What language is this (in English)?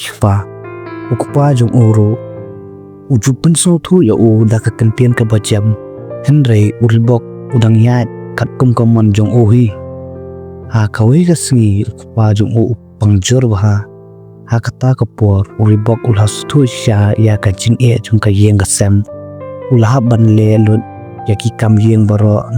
Khasi